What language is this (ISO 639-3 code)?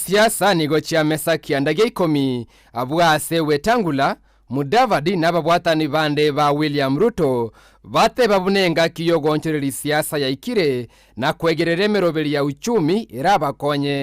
guz